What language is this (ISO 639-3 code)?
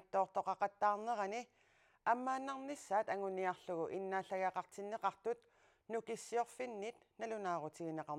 kal